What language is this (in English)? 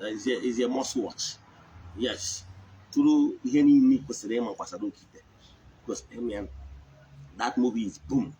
Igbo